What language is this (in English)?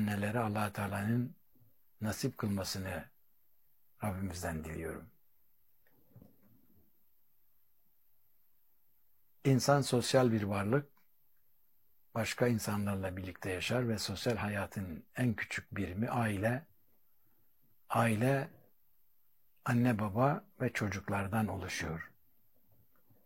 Turkish